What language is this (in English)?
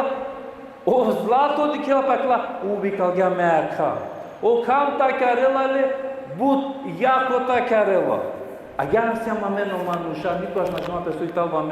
Balkan Romani